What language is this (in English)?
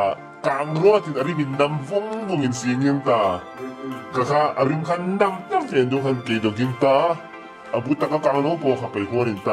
Hmar